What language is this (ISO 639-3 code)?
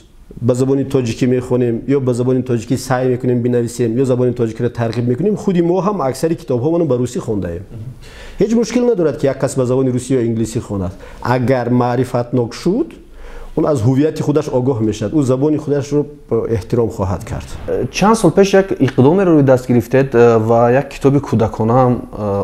tgk